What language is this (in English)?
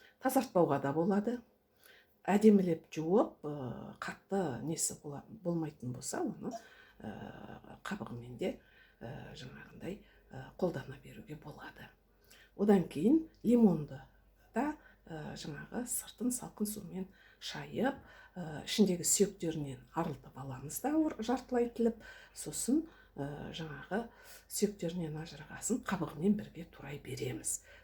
Kazakh